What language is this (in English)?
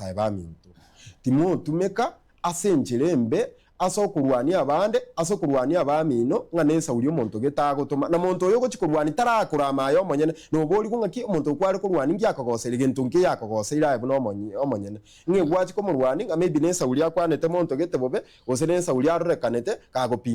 Gusii